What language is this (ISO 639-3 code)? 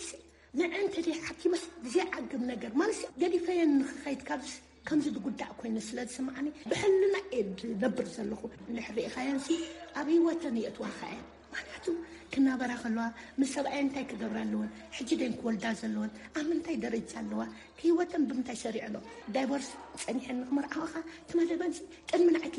tir